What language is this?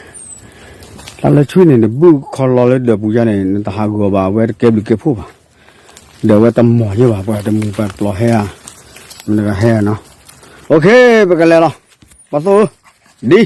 S'gaw Karen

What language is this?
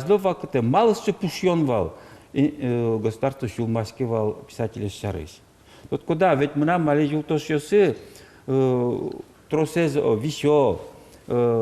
Udmurt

